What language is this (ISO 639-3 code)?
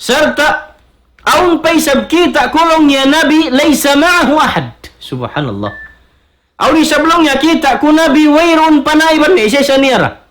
tsg